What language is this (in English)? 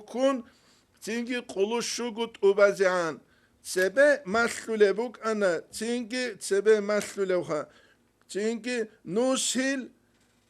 Avaric